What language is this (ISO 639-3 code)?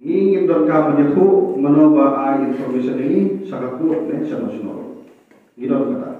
kha